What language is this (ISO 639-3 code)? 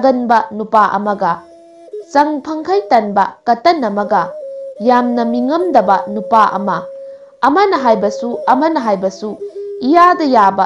mni